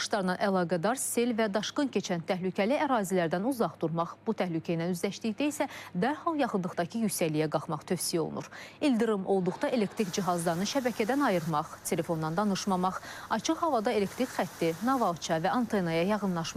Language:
Azerbaijani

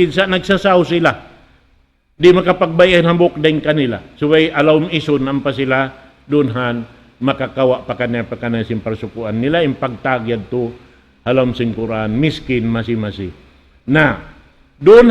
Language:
Tausug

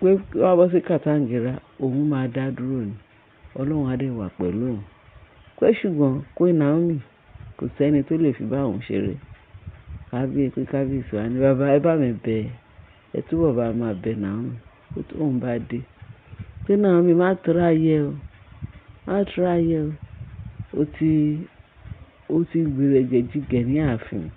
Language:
Yoruba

